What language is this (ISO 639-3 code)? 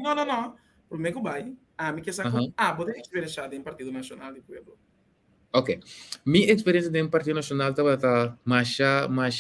pap